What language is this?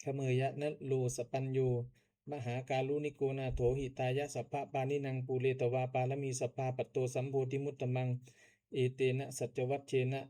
Pali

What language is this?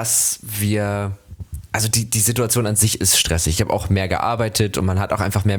German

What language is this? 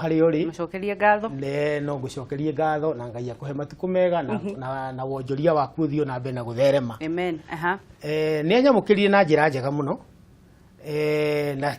Kikuyu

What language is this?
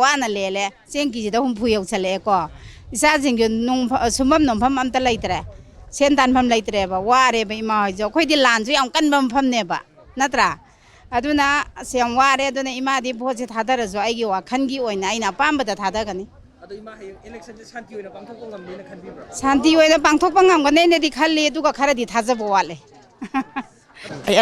Manipuri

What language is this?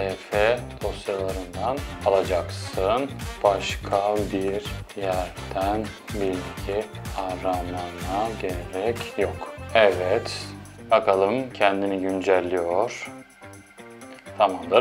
Turkish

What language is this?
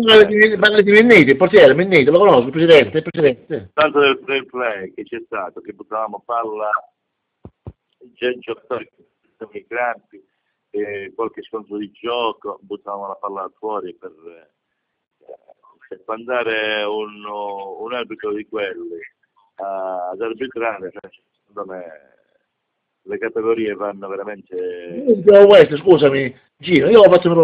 Italian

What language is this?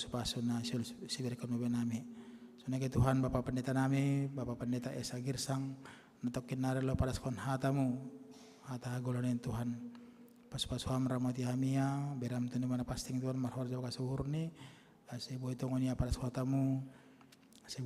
Batak Simalungun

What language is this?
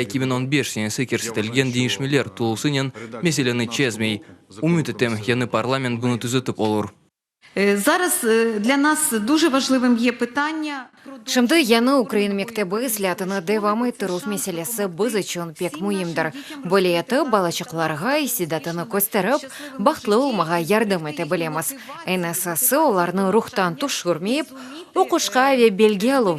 Crimean Tatar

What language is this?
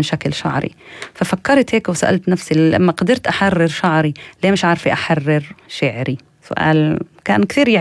North Levantine Arabic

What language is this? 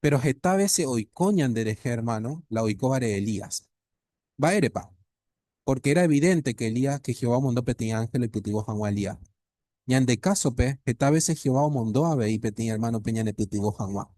Guarani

